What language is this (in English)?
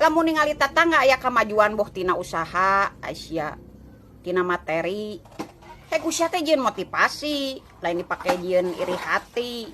Sundanese